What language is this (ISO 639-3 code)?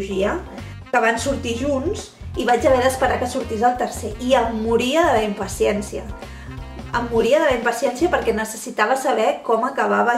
cat